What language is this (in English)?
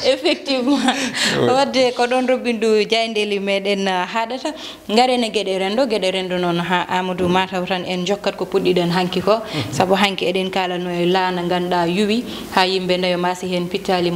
Fula